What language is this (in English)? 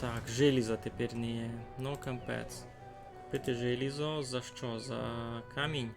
Rusyn